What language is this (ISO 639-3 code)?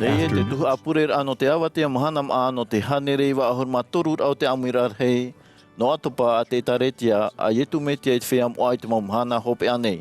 tah